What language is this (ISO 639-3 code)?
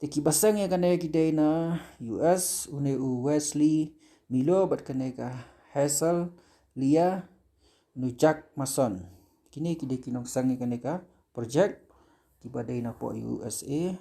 kha